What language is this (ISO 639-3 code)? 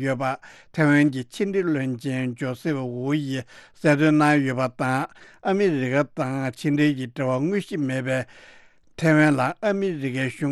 bod